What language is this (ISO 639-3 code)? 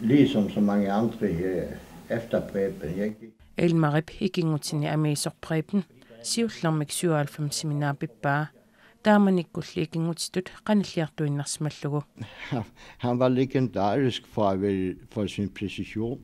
kal